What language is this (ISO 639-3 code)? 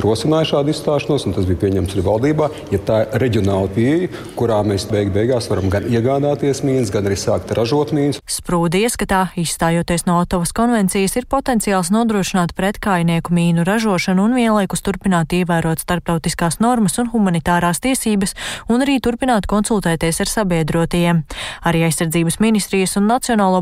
lav